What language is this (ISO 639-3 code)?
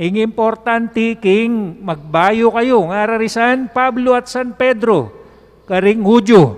pam